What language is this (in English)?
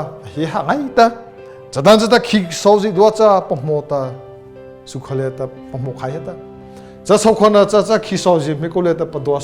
Mara Chin